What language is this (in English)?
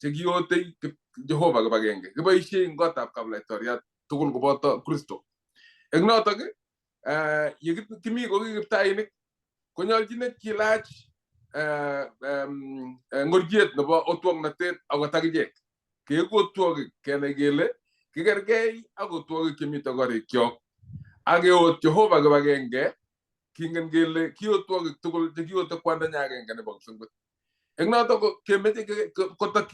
Kalenjin